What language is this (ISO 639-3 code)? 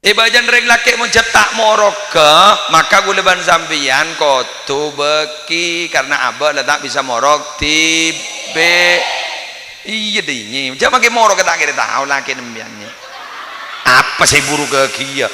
mad